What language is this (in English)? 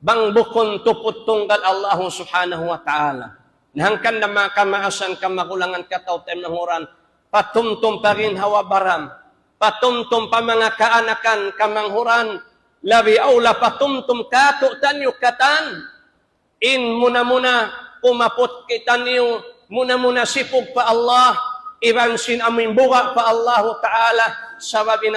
Tausug